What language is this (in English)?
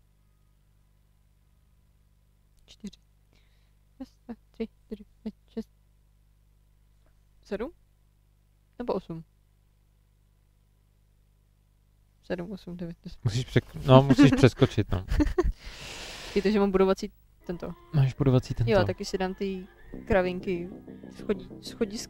Czech